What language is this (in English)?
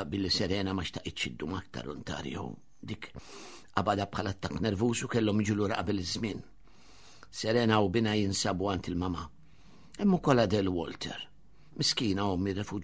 Maltese